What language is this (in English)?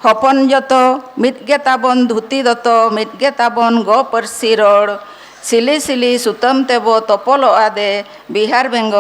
Santali